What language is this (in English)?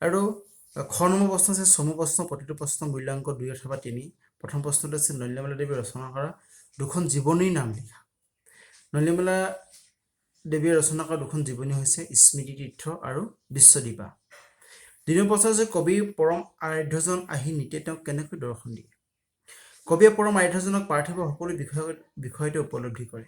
Assamese